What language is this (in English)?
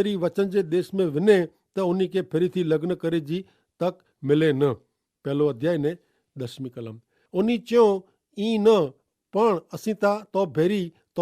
Kachhi